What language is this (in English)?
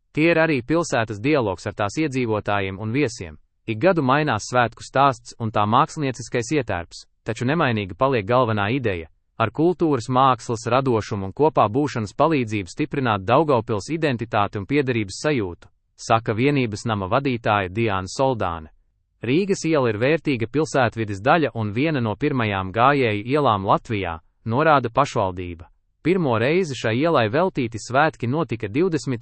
Latvian